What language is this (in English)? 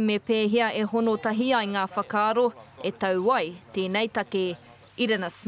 Māori